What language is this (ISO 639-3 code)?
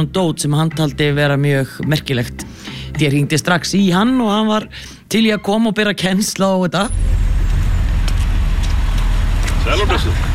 isl